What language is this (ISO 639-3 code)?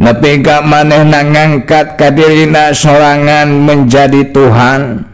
sun